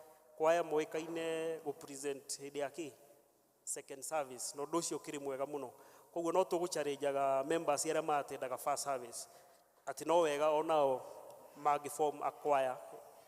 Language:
Kikuyu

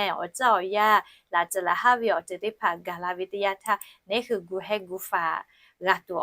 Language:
Lahu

